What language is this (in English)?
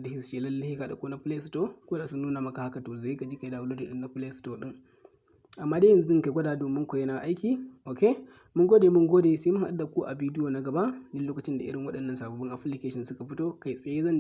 Hausa